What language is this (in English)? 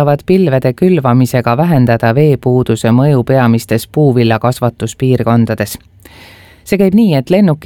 Estonian